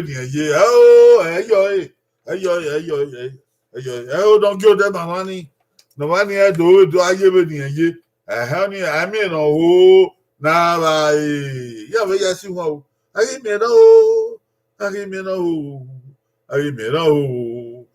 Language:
Bini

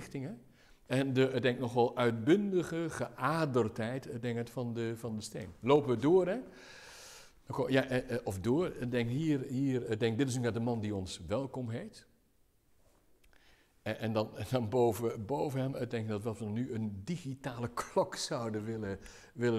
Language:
Dutch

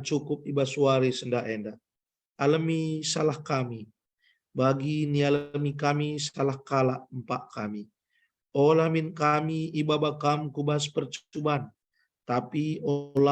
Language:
Batak Karo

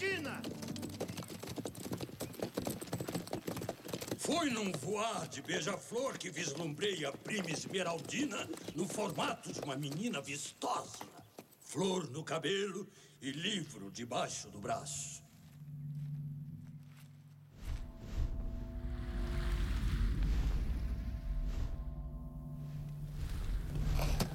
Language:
Portuguese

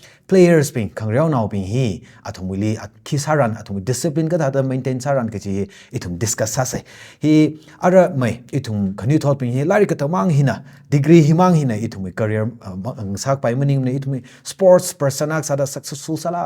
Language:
Tangkhul Naga (India)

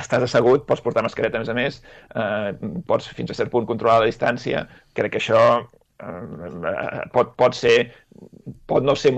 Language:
Catalan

